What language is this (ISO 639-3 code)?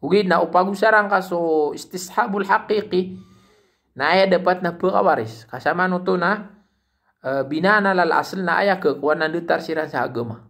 mrw